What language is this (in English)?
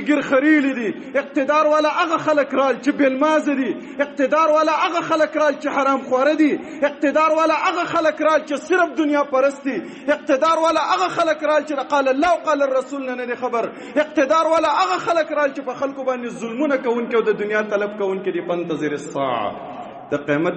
Pashto